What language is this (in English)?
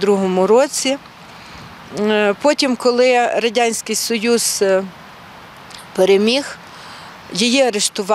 Ukrainian